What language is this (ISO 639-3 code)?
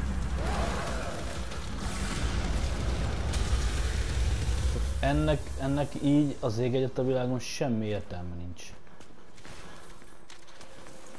hun